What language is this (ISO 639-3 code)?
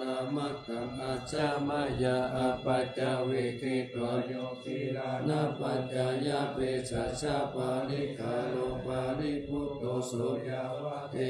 pli